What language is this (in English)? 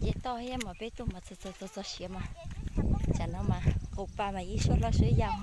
Hmong